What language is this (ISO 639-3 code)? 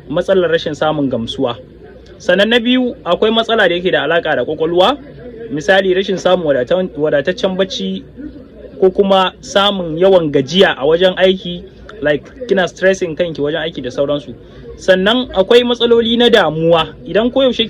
hau